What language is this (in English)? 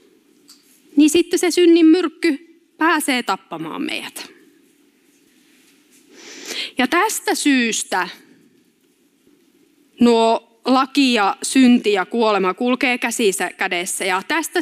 Finnish